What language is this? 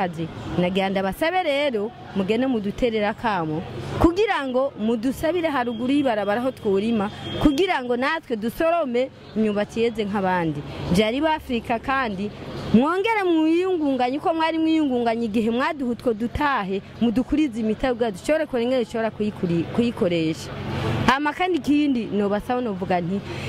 Rundi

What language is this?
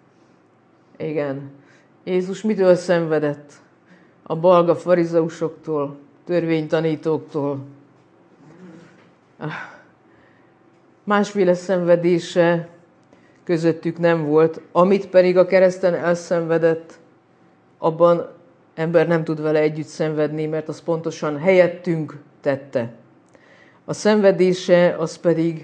Hungarian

